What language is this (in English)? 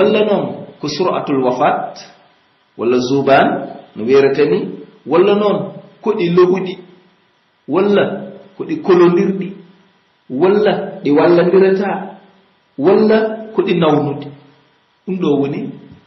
Pular